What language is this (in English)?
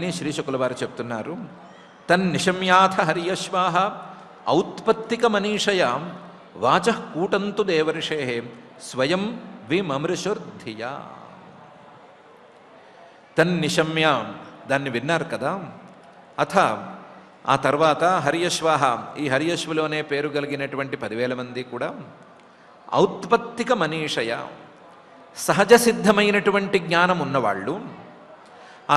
Telugu